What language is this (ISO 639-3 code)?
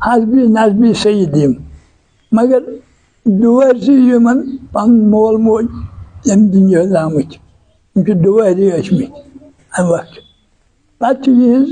kas